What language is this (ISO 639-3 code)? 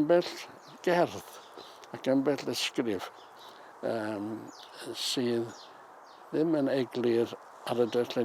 cym